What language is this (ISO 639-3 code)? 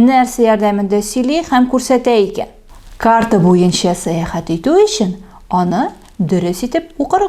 tat